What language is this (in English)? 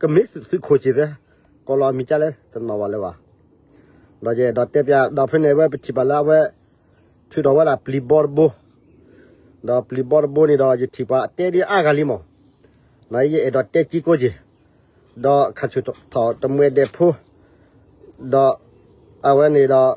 S'gaw Karen